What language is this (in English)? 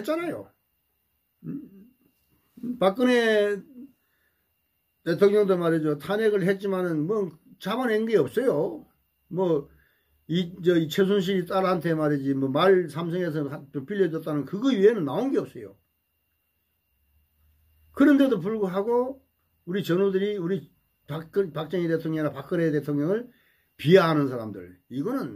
Korean